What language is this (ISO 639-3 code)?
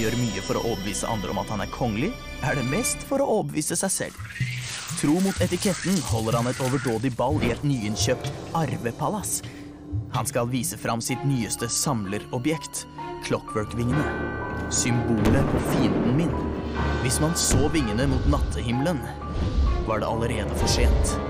nor